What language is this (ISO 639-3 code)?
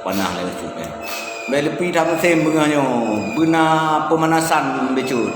ace